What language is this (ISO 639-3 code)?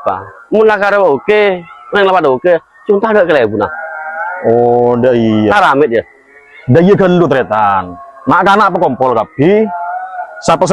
mad